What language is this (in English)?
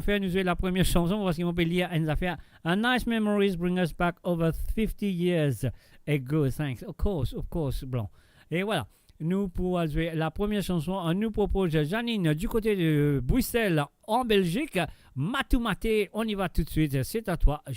Morisyen